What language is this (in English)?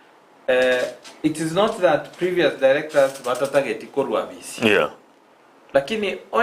Gusii